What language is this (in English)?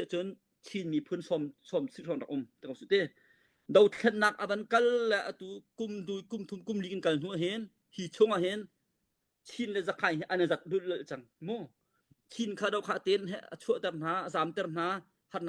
Hakha Chin